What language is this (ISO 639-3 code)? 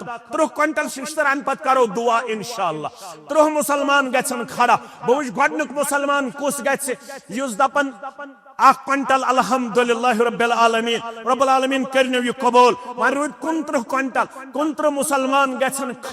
kas